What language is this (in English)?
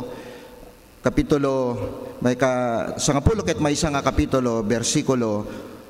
Iloko